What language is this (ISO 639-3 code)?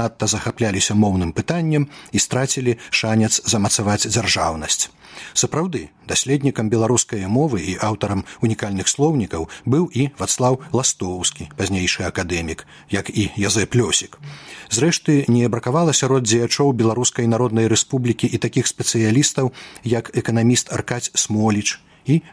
bel